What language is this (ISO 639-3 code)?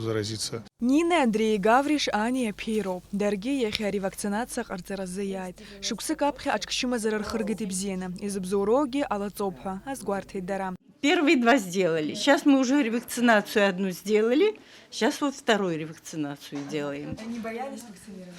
abk